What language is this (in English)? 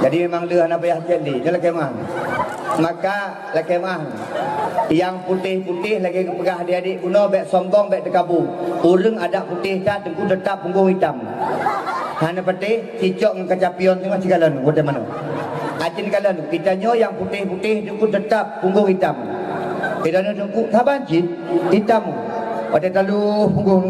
Achinese